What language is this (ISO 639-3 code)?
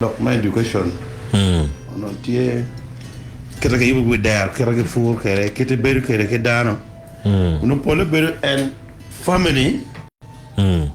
ach